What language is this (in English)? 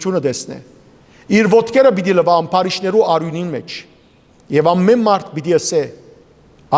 Western Armenian